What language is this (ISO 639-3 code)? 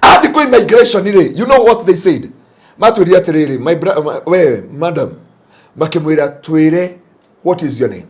kik